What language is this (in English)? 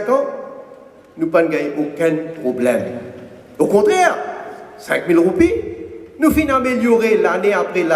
Morisyen